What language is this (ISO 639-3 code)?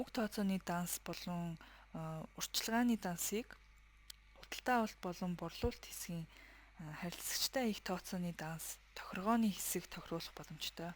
mon